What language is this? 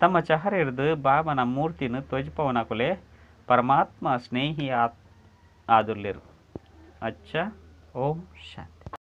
Tulu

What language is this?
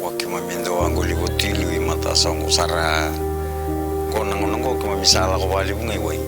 Fijian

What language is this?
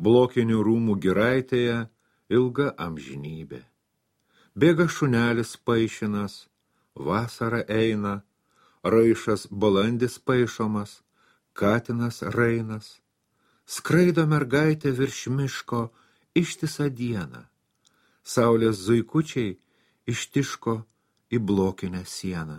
Lithuanian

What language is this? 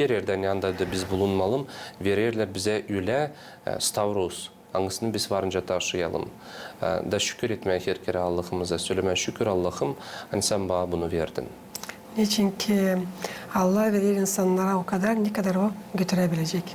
Gagauz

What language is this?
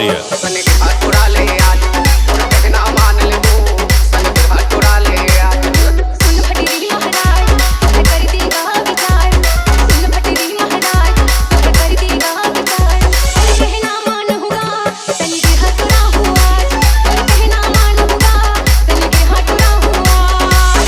Chhattisgarhi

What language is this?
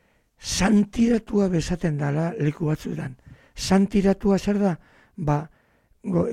Basque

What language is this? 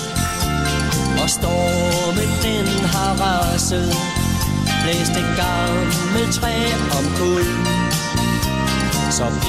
Danish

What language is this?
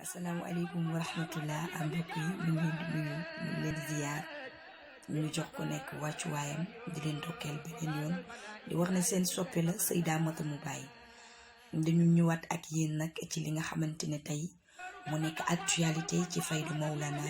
Wolof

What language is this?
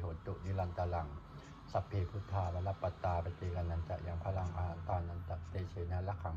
Pali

